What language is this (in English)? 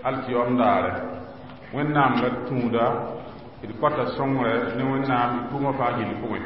Mossi